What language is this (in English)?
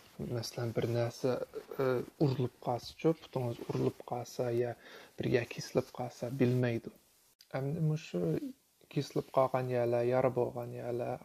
Uyghur